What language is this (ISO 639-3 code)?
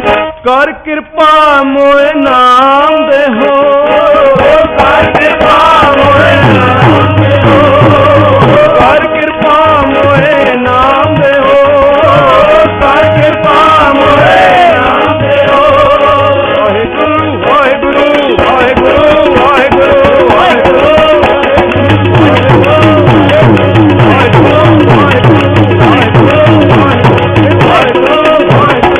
pan